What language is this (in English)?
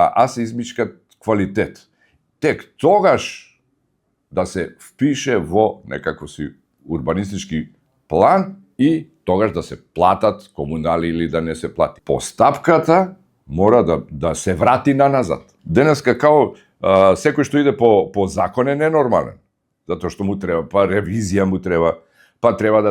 Macedonian